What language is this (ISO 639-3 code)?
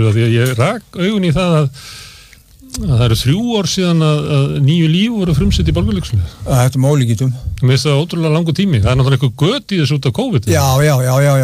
isl